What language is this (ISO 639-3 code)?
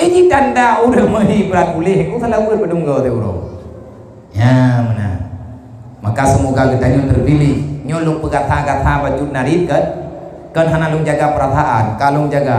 ace